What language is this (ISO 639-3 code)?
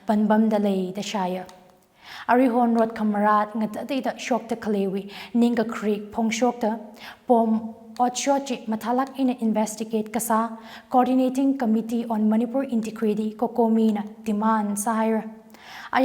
nmf